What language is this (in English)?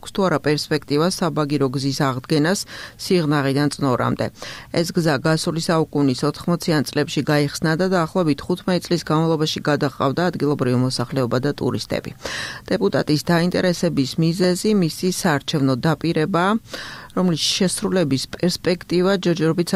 Georgian